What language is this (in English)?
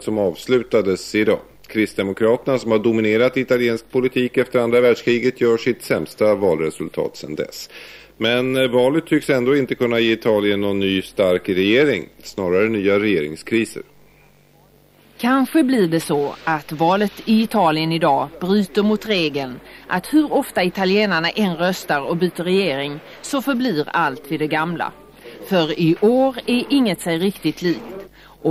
Swedish